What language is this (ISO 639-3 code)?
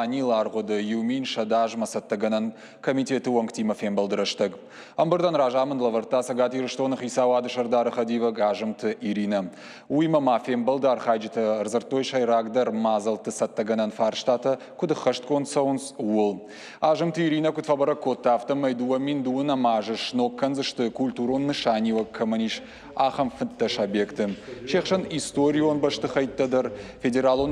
oss